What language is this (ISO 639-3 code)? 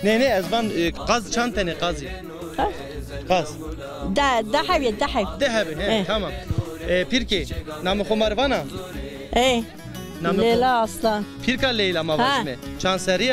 zza